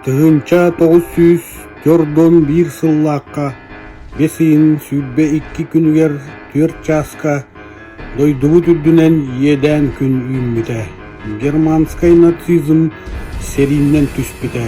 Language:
Yakut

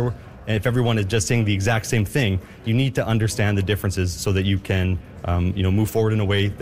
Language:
English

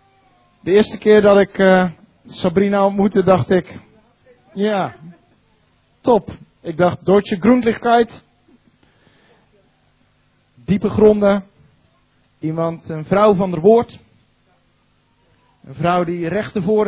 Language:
Dutch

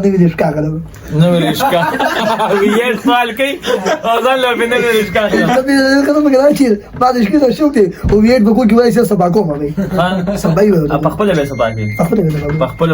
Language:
Pashto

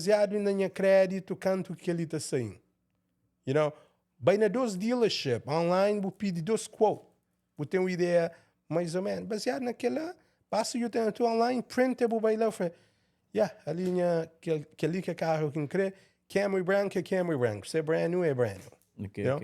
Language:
Kabuverdianu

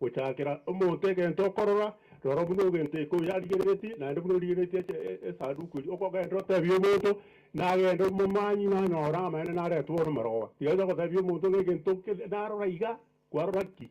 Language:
Gusii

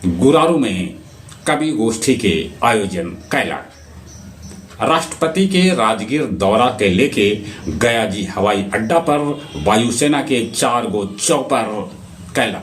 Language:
Magahi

